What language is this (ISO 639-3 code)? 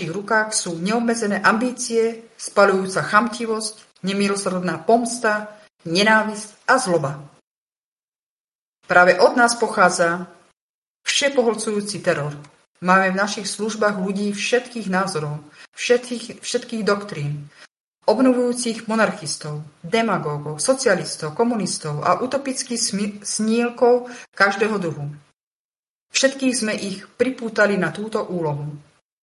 slk